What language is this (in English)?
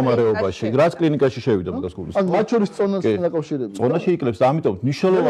Georgian